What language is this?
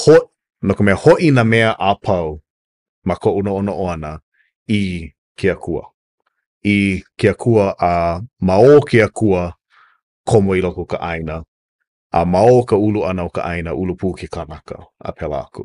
Hawaiian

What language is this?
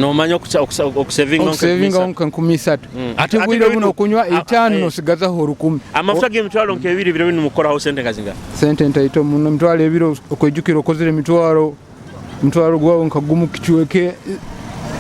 Nyoro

